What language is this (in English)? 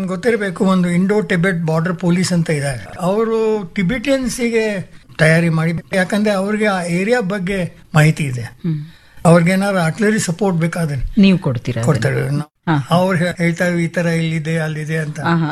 Kannada